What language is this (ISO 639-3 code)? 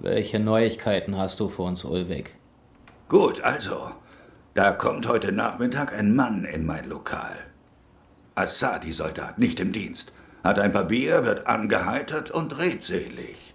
gsw